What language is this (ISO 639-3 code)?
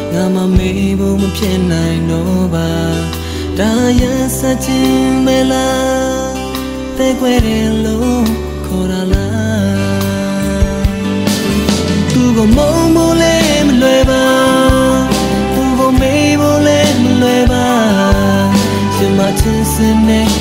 mya